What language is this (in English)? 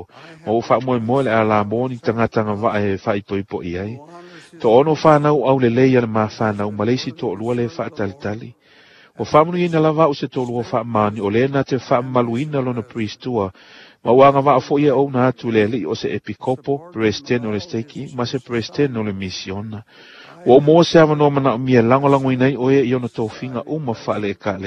Samoan